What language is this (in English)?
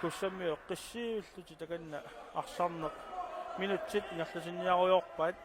Kalaallisut